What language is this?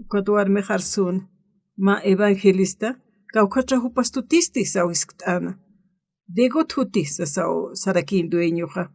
Aymara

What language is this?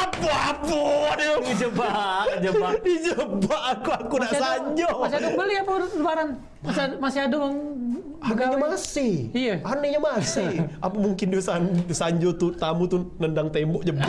Musi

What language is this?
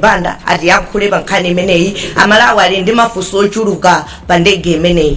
Nyanja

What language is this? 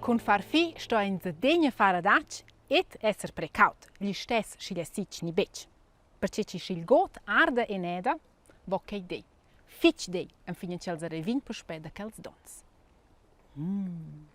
Romansh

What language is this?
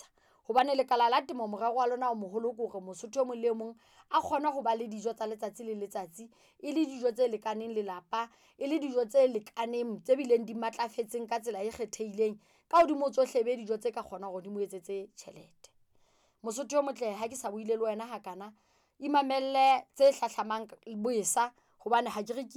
Southern Sotho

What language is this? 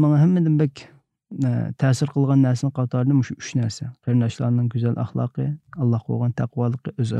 Uyghur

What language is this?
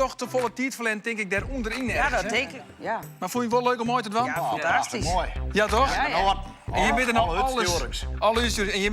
Western Frisian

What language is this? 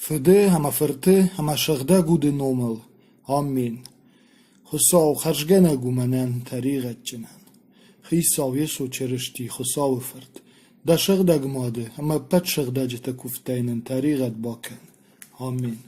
Ossetic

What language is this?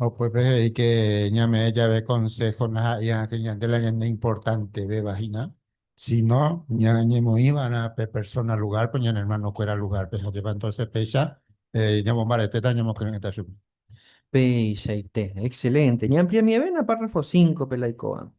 Guarani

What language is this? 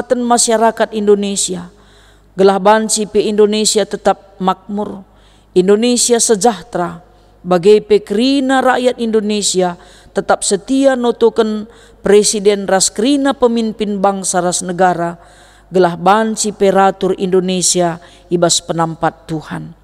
Batak Karo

